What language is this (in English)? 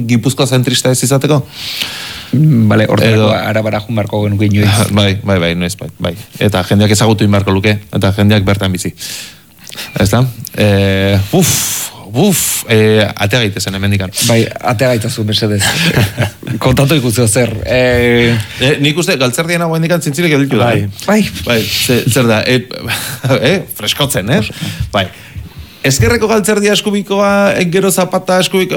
Basque